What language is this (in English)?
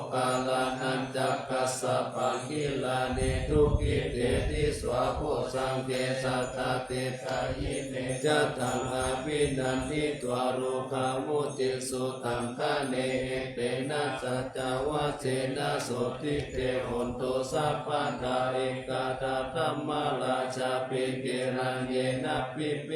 Pali